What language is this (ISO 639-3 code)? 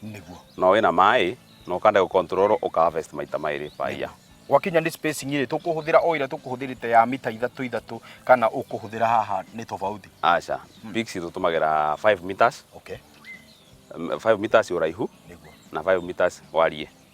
kik